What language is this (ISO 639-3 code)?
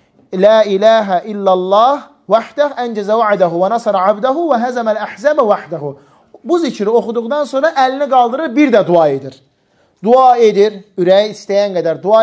aze